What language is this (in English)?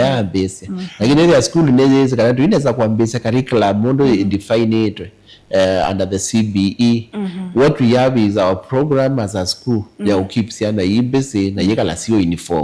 Kamba